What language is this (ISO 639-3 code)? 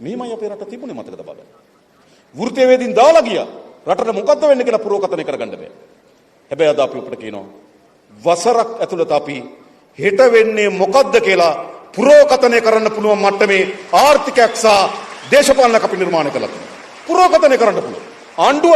sin